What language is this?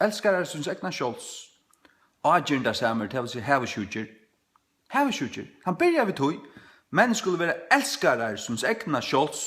Faroese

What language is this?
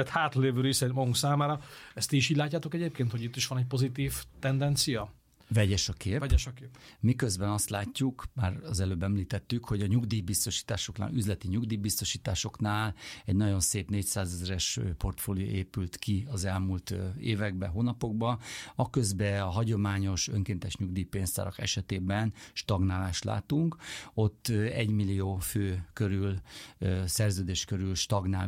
Hungarian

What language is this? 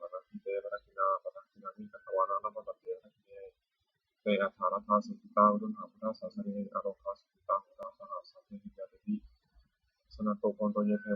Pali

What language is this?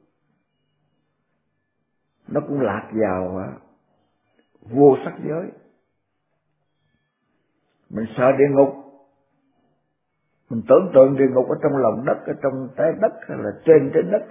Vietnamese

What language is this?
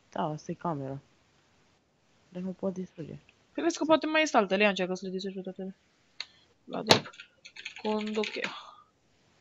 Romanian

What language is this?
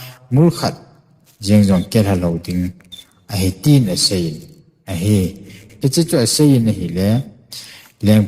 Thado Chin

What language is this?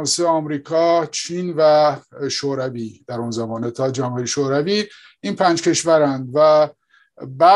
Persian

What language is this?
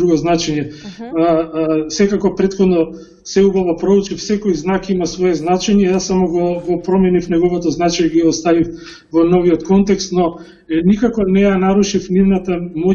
Macedonian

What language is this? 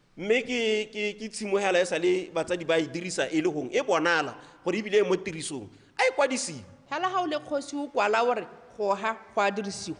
Tswana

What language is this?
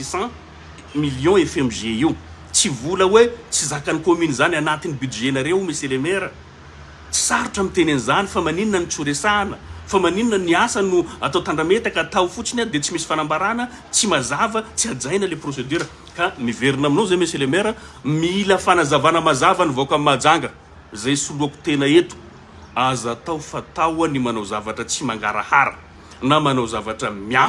Malagasy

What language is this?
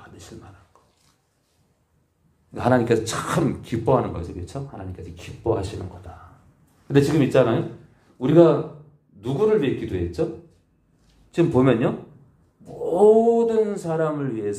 Korean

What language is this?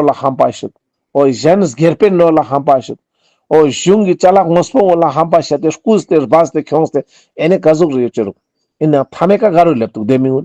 Ladakhi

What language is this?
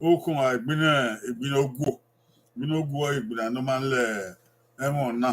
Bini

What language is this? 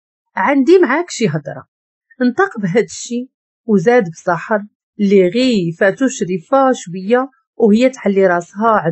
Moroccan Arabic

